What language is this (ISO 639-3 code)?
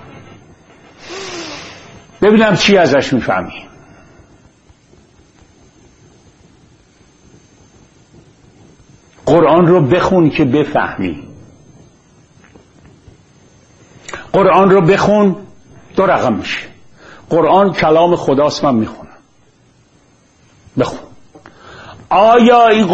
fas